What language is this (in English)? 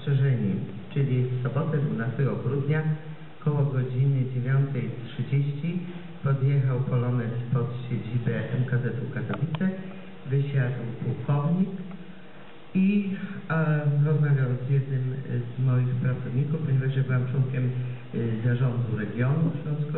Polish